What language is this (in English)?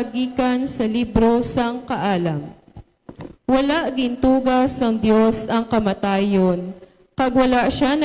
Hiligaynon